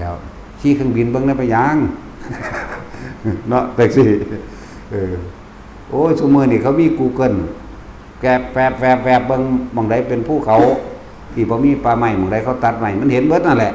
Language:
Northeastern Thai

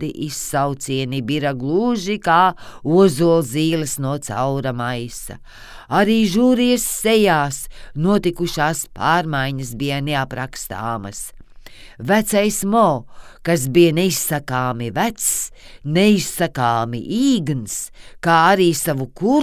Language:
Latvian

